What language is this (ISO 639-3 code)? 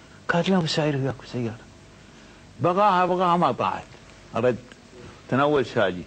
afb